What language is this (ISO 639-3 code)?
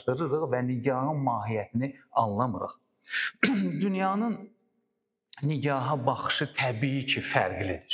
aze